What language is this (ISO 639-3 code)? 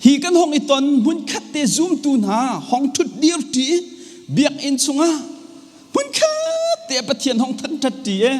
cnh